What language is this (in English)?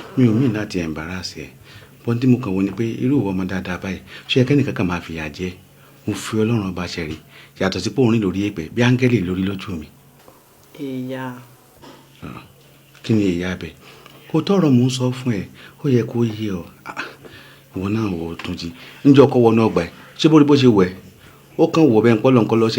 Yoruba